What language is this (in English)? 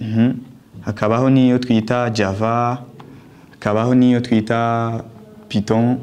Rundi